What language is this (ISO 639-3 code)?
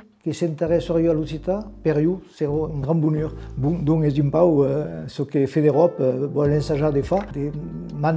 oci